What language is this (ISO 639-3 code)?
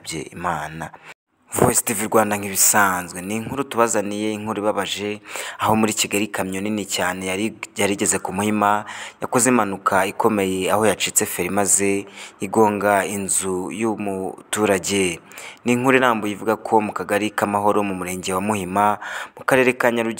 kin